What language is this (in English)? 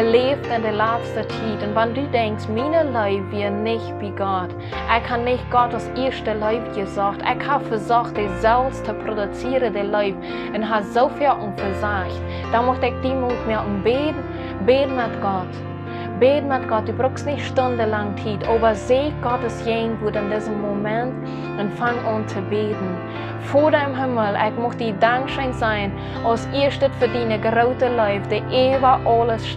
Plautdietsch